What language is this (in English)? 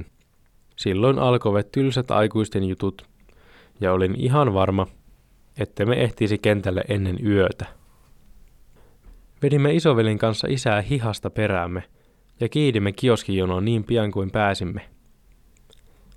Finnish